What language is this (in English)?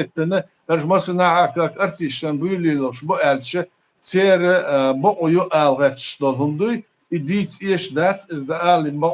Chechen